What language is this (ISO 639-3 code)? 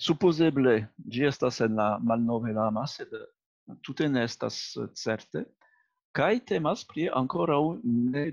epo